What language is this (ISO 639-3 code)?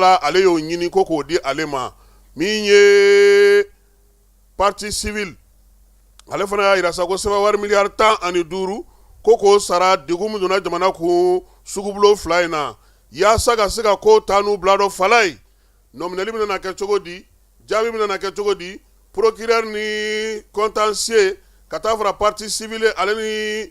bam